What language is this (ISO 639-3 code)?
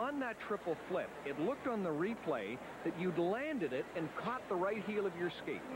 eng